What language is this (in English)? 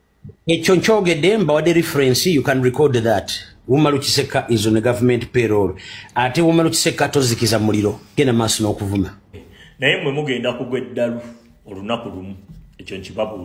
Ganda